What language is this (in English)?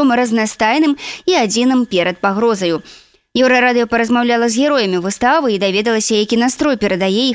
Belarusian